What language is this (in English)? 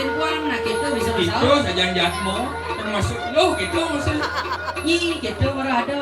Balinese